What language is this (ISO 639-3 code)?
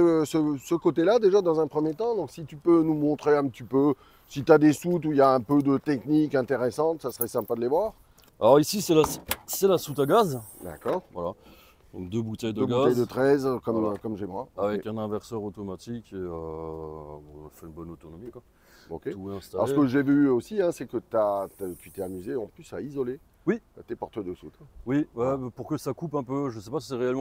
fra